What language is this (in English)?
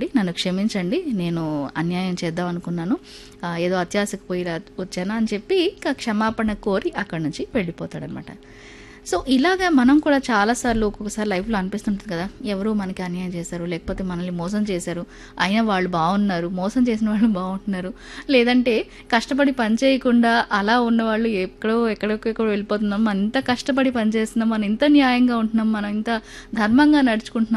Telugu